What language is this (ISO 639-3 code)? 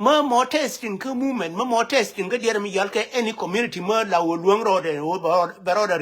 nus